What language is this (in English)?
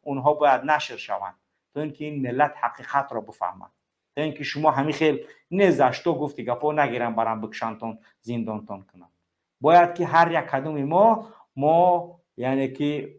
Tajik